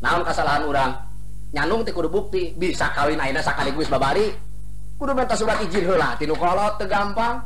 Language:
Sundanese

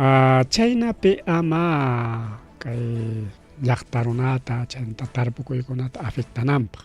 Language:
Ayacucho Quechua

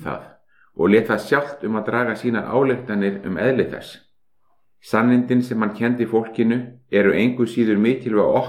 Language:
Icelandic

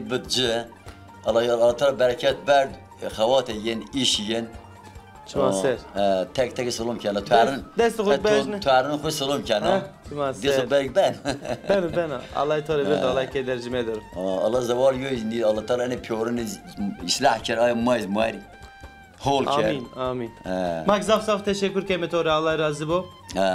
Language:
Zaza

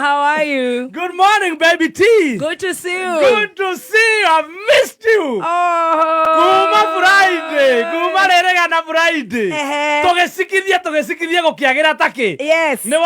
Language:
Kikuyu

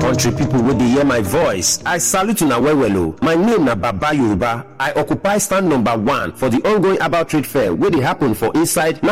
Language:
Nigerian Pidgin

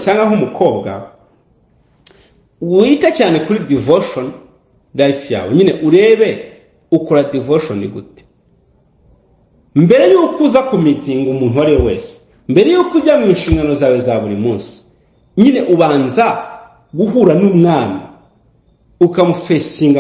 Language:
Kinyarwanda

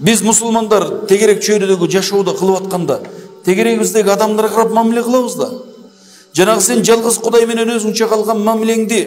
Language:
Kyrgyz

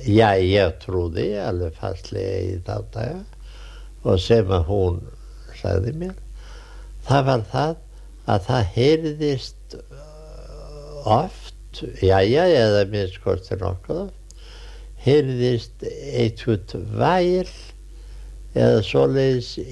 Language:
Icelandic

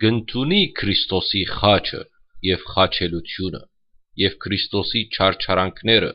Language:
Western Armenian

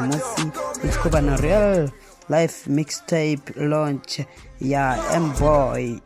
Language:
Venda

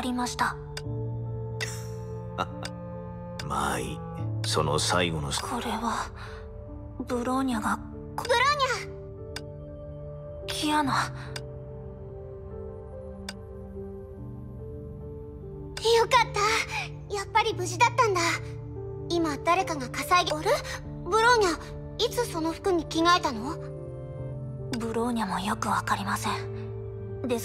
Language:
Japanese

